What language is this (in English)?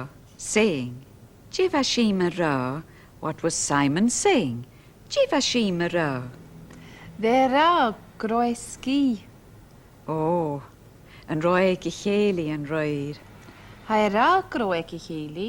Scottish Gaelic